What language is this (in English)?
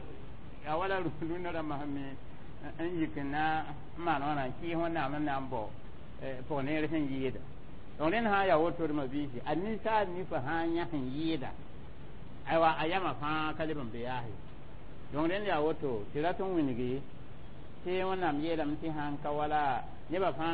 Mossi